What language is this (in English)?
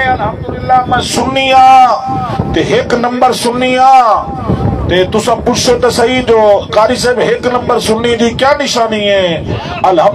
Saraiki